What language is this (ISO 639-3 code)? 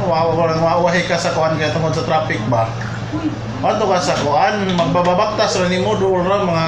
ceb